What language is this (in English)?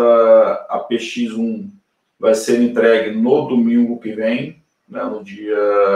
Portuguese